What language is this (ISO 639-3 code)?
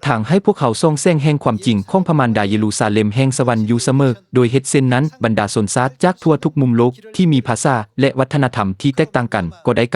lao